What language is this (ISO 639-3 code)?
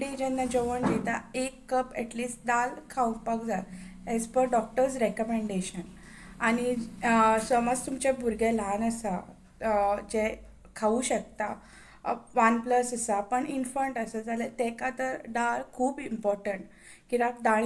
kok